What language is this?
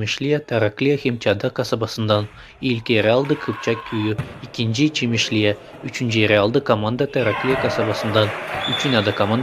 Gagauz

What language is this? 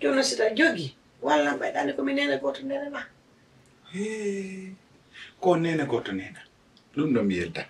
Fula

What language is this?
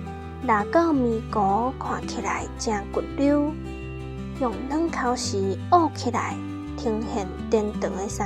Min Nan Chinese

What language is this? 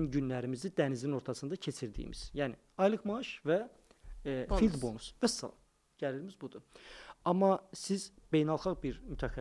Azerbaijani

